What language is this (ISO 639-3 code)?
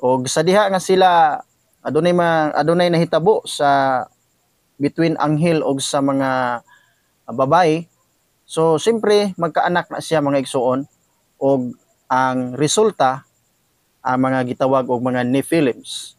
ceb